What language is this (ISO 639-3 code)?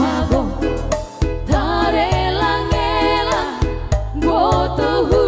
bts